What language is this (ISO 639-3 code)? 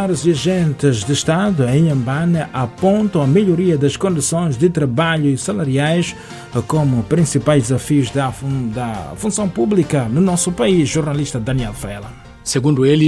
por